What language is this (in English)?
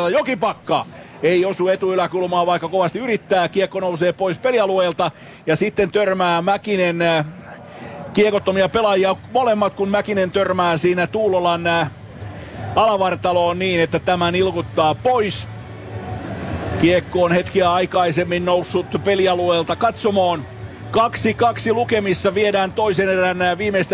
Finnish